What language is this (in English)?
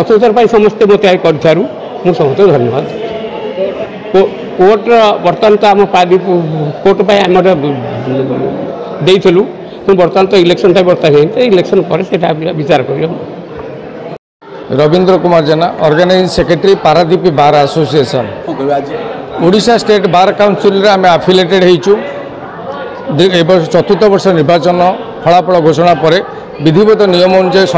Odia